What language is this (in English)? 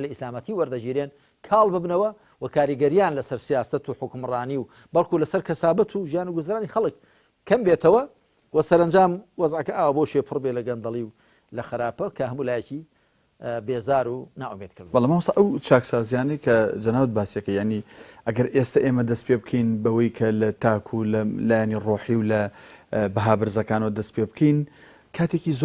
Central Kurdish